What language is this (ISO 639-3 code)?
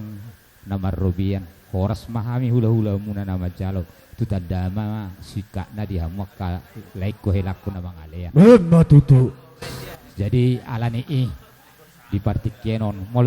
bbc